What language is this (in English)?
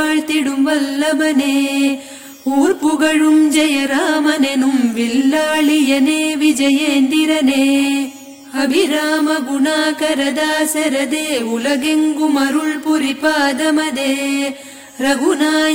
Tamil